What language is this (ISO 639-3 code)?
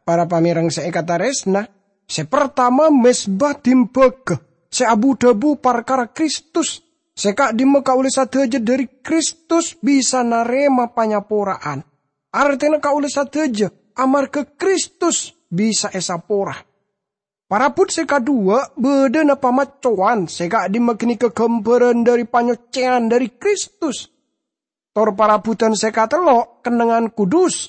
mad